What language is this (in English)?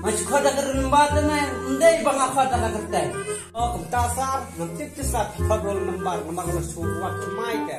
Khasi